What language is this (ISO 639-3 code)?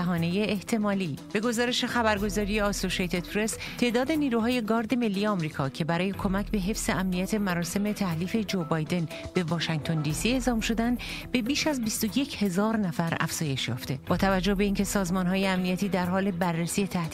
fas